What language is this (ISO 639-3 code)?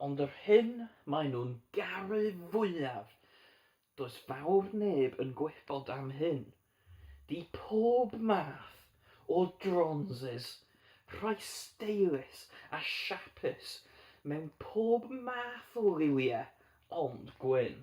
cym